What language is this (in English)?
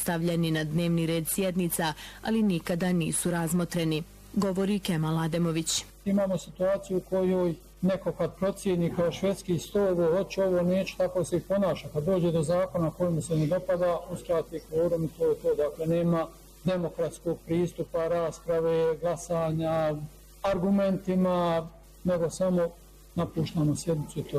Bosnian